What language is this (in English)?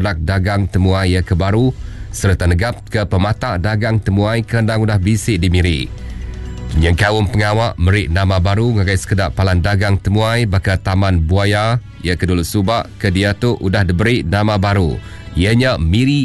Iban